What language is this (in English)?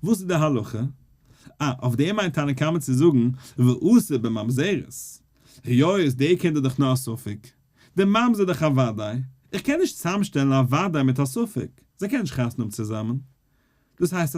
Yiddish